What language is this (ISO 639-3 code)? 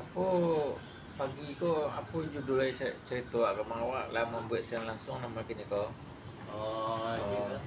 min